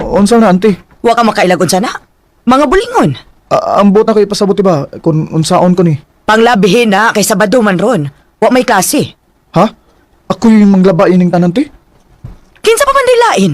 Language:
Cebuano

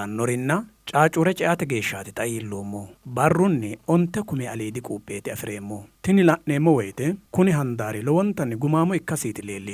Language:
Sidamo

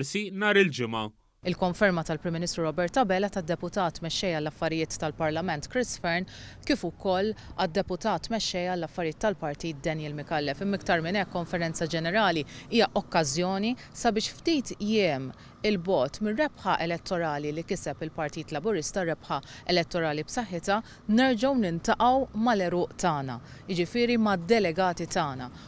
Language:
Maltese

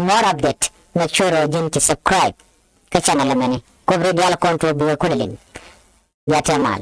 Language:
Nuer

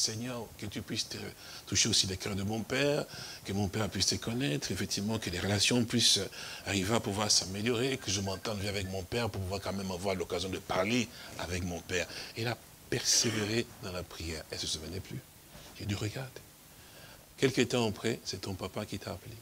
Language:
French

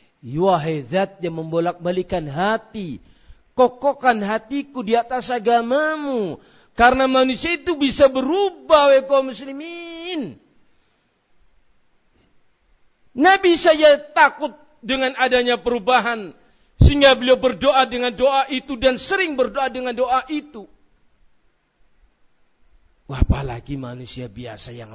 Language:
Indonesian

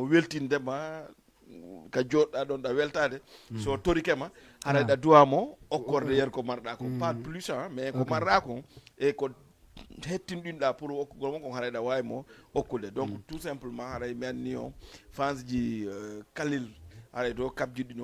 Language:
Fula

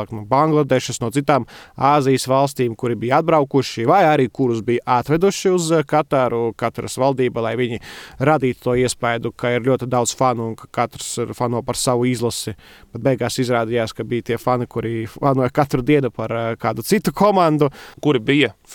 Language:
Latvian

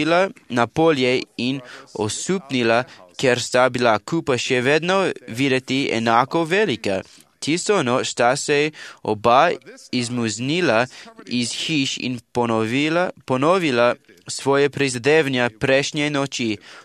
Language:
Slovenian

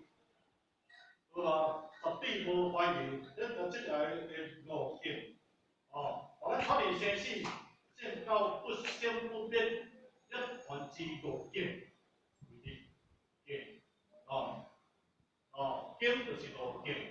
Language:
Min Nan Chinese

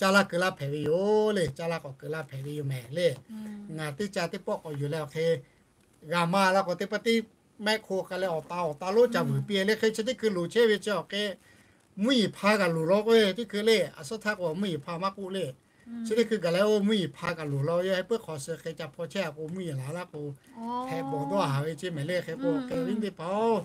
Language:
Lahu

